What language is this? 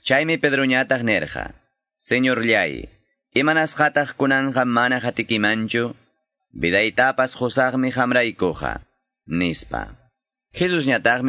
Quechua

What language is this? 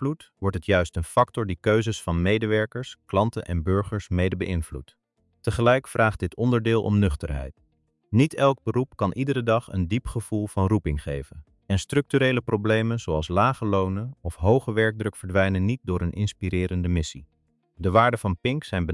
Dutch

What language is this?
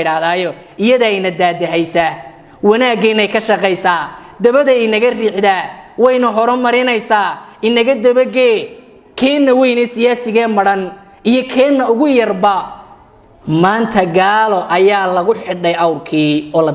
Somali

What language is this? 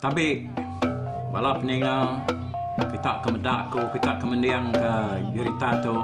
Iban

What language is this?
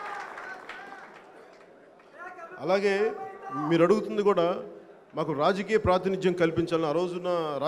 Telugu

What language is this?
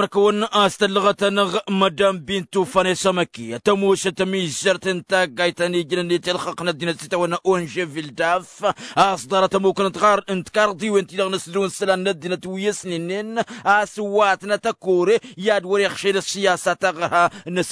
Tamasheq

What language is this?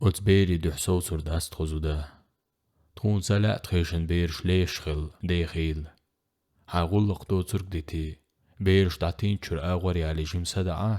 Chechen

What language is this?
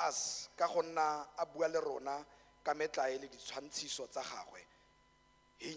Tswana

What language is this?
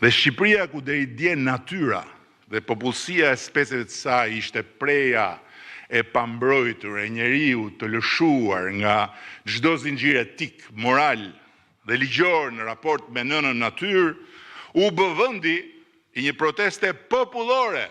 Albanian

